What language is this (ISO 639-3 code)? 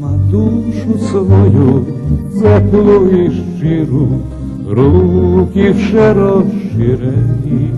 rue